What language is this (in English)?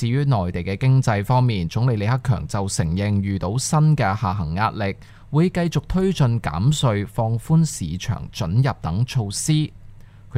Cantonese